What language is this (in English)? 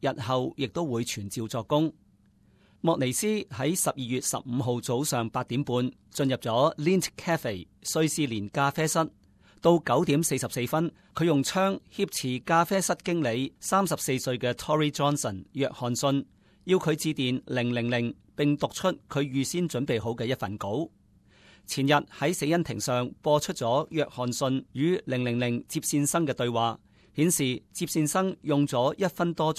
Cantonese